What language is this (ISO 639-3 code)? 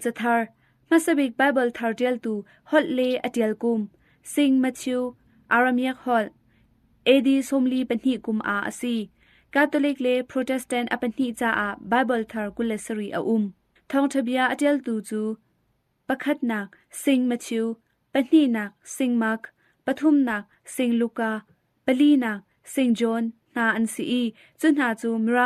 cnh